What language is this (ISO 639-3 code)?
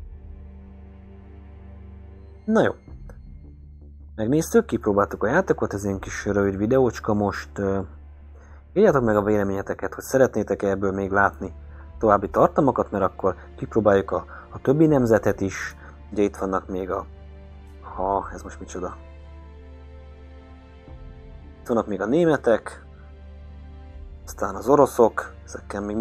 hun